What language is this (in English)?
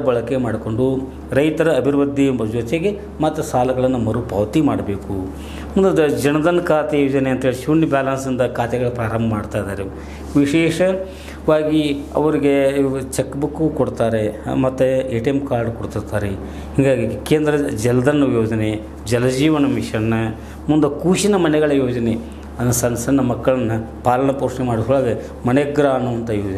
Kannada